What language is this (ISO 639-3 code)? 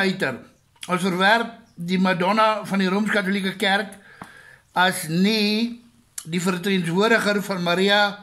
afr